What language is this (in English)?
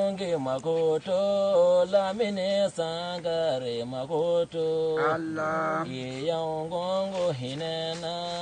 Bambara